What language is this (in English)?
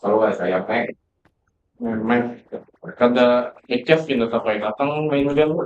Banjar